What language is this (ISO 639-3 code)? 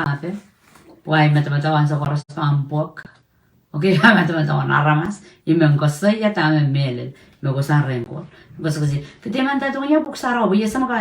pon